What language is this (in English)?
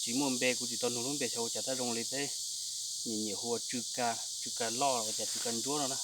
Hmong